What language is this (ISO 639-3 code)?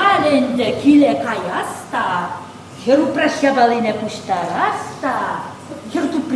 chv